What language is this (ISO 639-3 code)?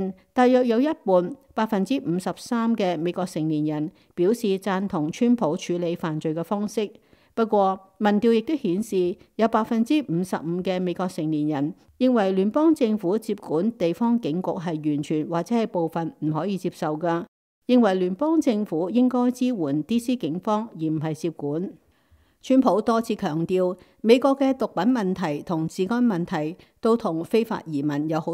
yue